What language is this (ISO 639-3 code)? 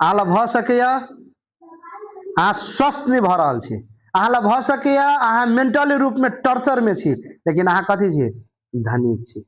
mai